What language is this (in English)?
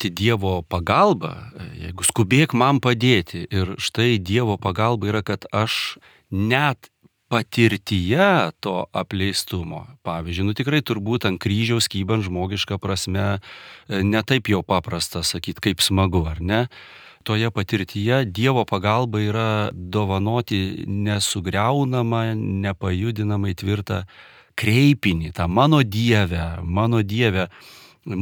Lithuanian